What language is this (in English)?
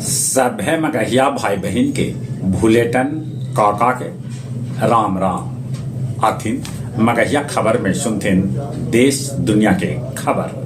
Magahi